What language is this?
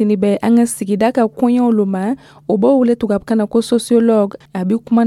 Dyula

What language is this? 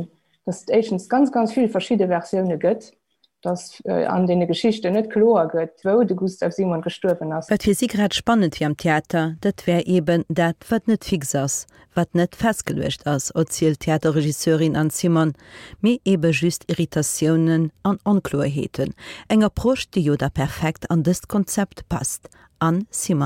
Luxembourgish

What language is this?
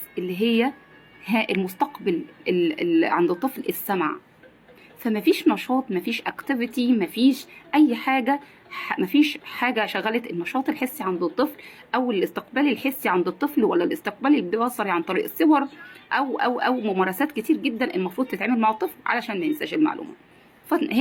Egyptian Arabic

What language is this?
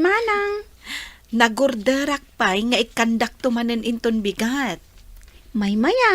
Iloko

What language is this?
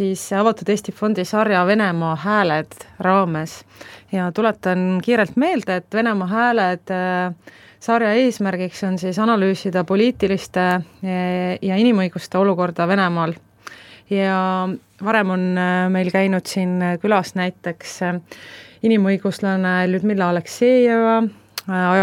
Estonian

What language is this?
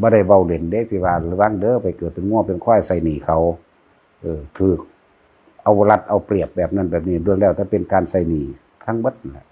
Northeastern Thai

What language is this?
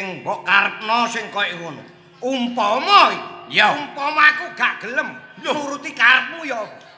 Javanese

